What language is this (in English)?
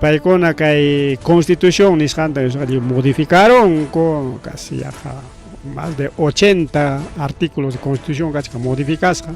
Ayacucho Quechua